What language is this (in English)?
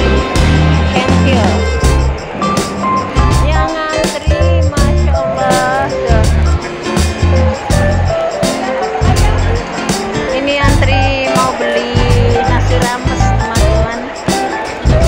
Indonesian